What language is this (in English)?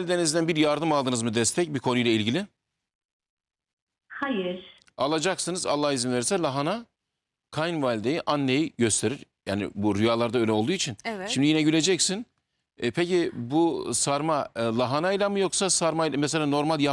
Turkish